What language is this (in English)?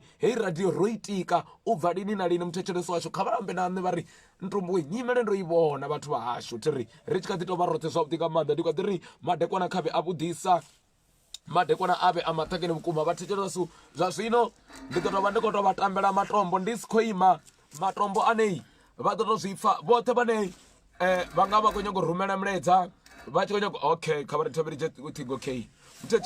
Venda